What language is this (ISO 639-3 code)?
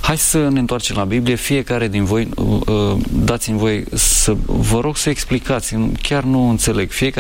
ron